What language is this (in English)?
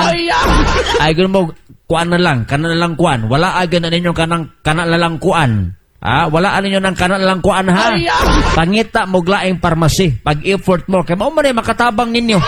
Cebuano